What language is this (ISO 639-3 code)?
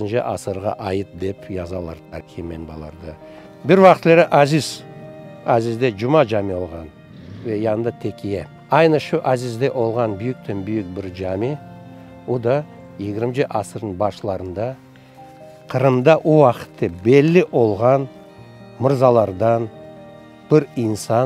crh